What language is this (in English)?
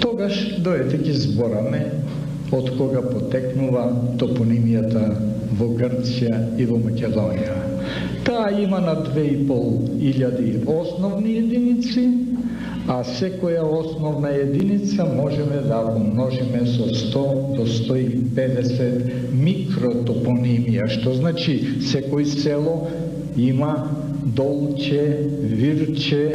Macedonian